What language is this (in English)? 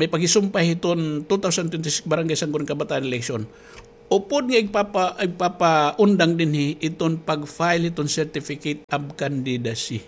Waray